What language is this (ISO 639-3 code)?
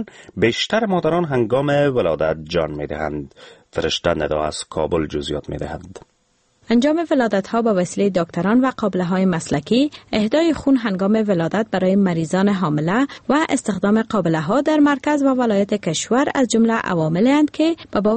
fas